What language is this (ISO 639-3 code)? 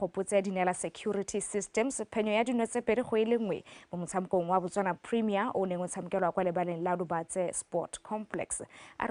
tsn